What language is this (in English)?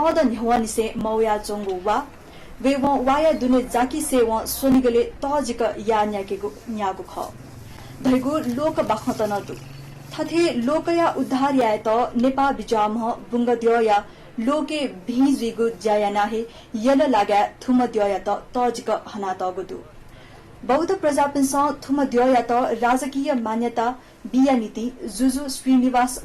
Newari